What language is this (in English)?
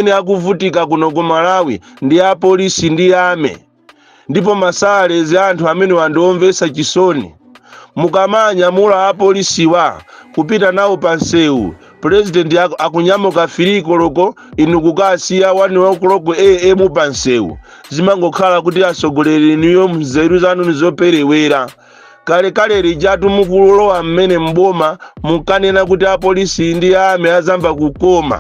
Nyanja